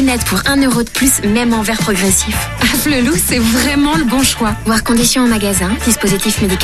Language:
French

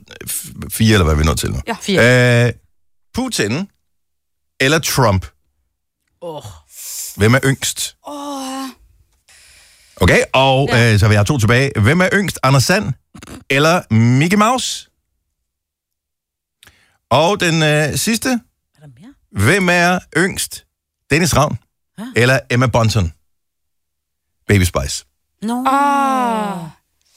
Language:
Danish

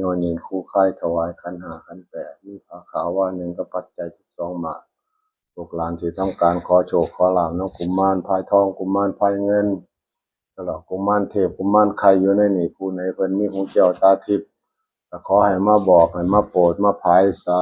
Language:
Northeastern Thai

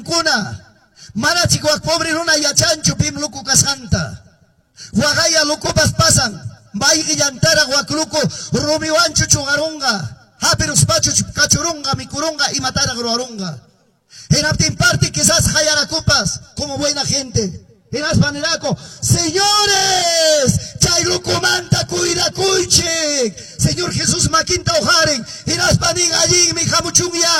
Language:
Quechua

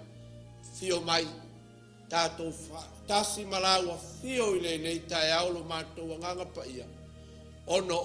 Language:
Samoan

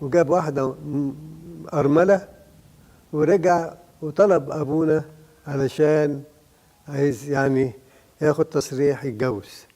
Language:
Egyptian Arabic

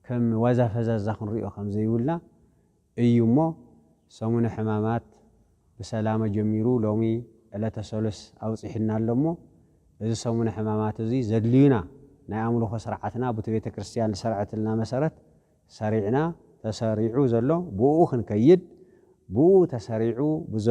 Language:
Tigrinya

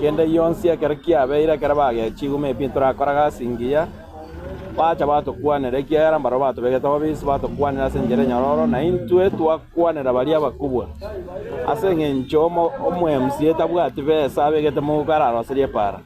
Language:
Gusii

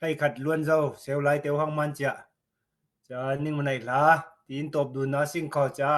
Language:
Falam Chin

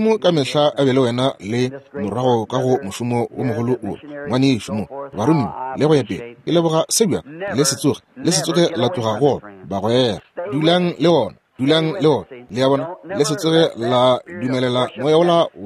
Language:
Northern Sotho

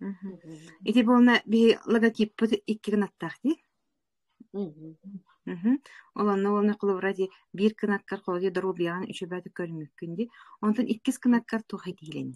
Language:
Yakut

